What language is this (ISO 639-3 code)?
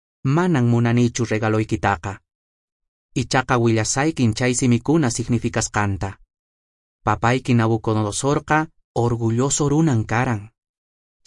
que